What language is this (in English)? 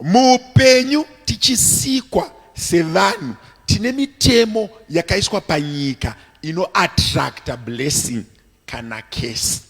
Shona